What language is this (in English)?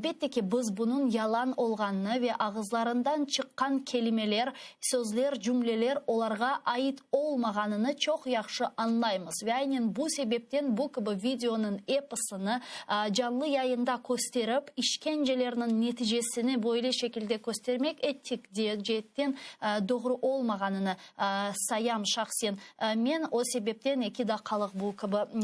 Crimean Tatar